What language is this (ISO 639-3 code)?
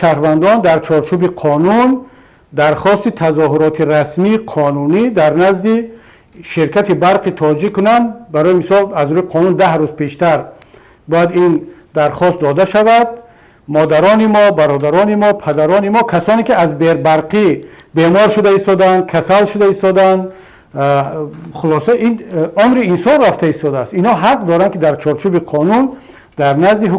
tgk